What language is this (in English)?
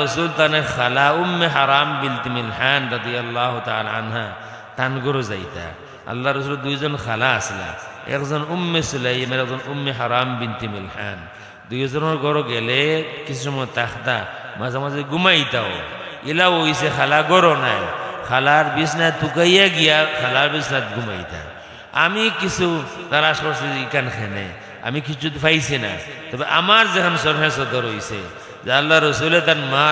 Sylheti